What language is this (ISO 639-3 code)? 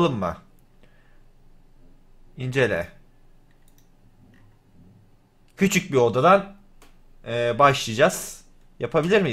tur